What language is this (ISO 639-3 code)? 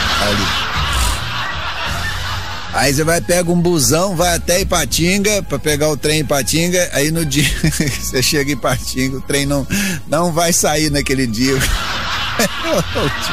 por